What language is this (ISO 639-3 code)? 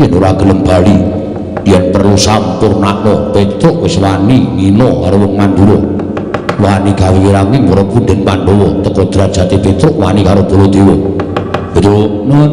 jav